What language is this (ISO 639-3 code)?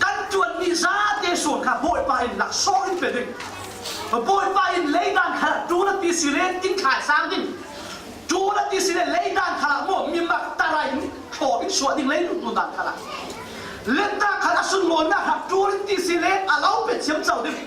cfm